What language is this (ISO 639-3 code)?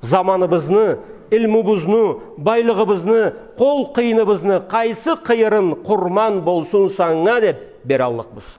krc